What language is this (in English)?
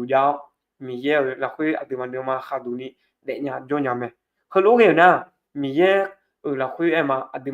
Akha